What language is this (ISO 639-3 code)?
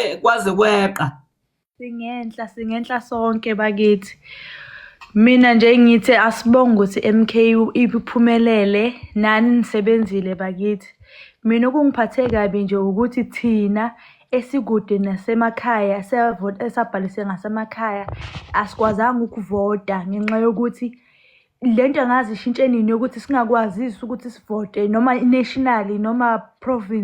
zul